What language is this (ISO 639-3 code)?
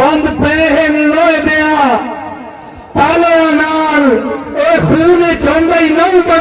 skr